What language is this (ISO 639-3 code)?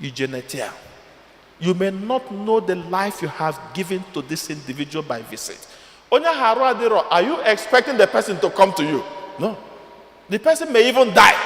ibo